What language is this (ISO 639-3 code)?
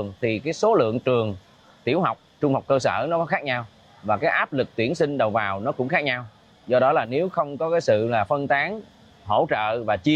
vie